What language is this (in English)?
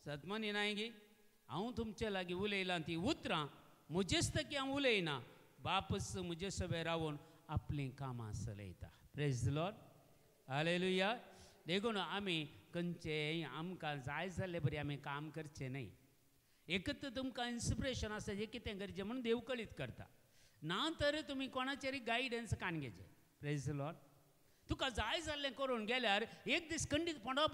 Konkani